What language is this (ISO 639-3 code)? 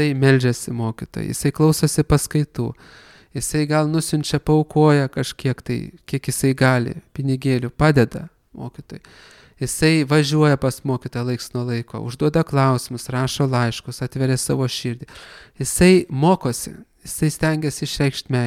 lit